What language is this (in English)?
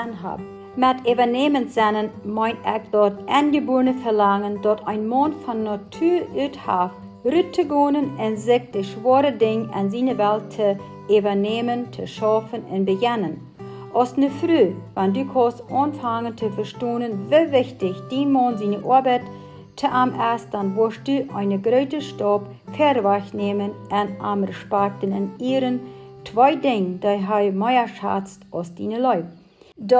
Plautdietsch